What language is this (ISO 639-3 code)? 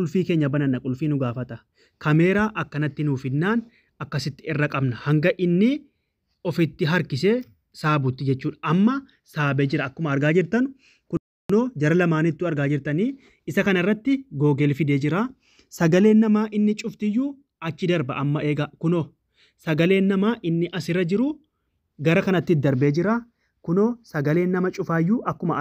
orm